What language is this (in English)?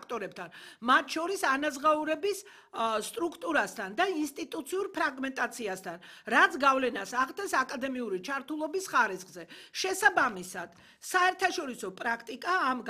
Georgian